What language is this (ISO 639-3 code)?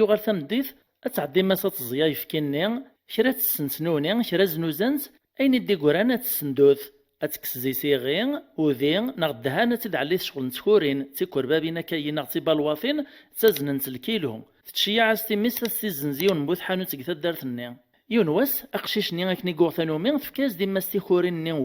kab